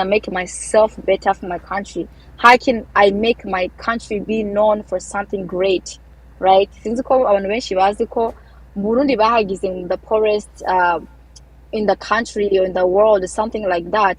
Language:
Rundi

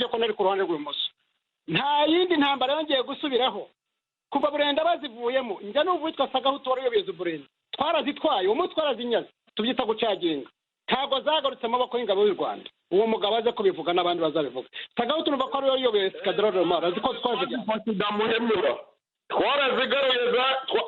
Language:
Kinyarwanda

